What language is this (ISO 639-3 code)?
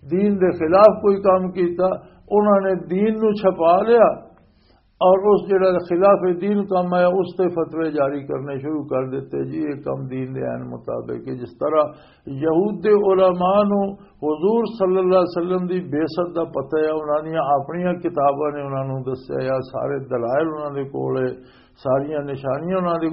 lah